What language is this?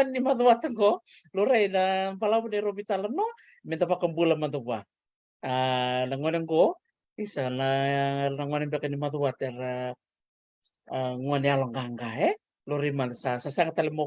Fijian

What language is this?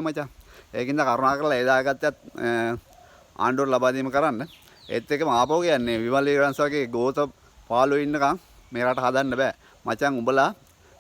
Sinhala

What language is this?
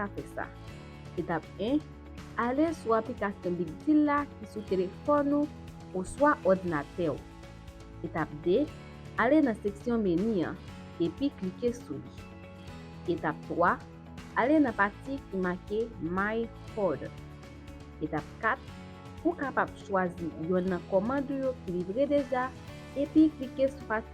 Haitian Creole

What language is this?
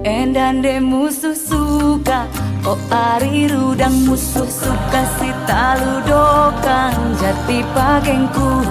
Batak Karo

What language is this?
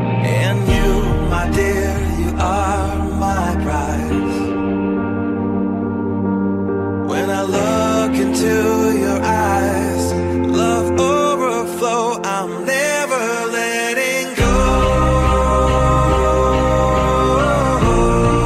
English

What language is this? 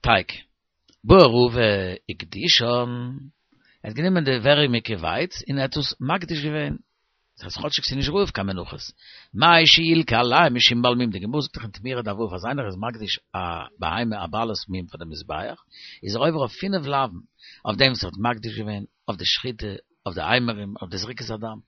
Yiddish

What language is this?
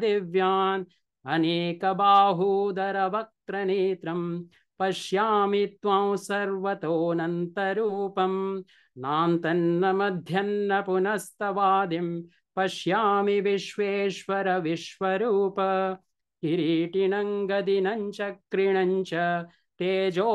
Sanskrit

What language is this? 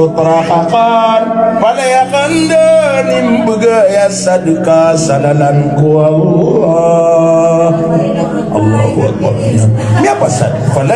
Maranao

